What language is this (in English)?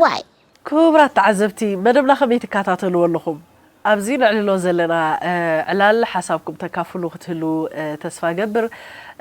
Tigrinya